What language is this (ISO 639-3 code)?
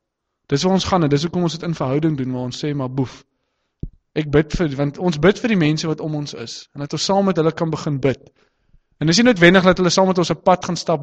afr